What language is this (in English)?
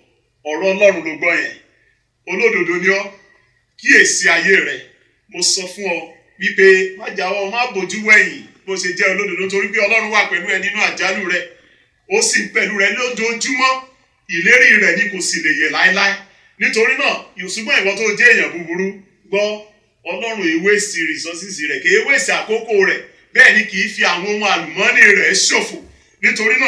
Yoruba